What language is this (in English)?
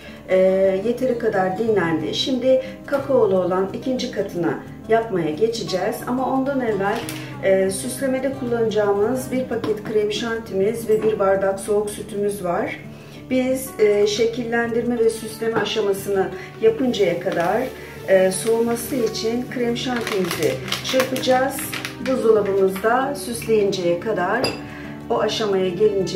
Turkish